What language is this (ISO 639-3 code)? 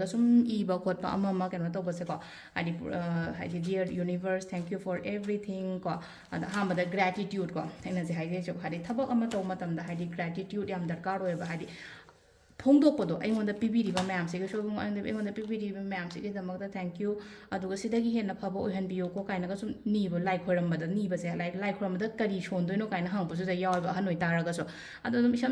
mni